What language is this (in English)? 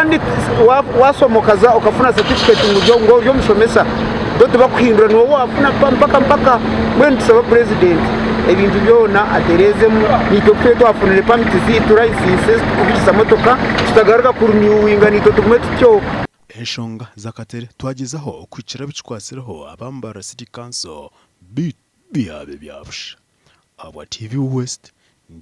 Nyankole